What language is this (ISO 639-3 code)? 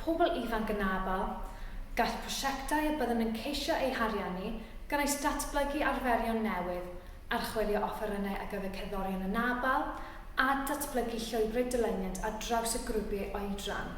cym